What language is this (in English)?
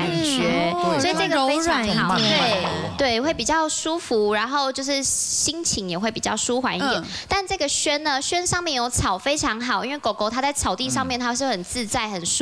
Chinese